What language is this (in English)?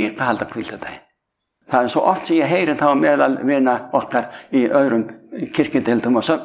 Icelandic